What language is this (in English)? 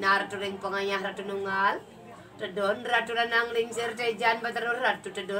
Balinese